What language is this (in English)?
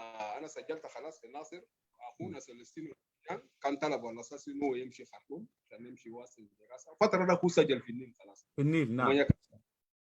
Sudanese Arabic